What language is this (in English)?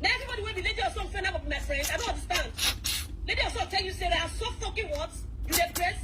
Nigerian Pidgin